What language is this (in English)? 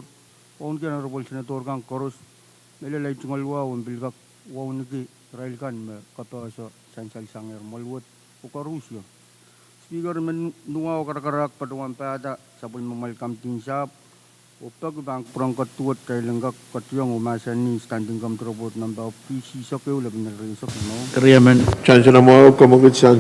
Pohnpeian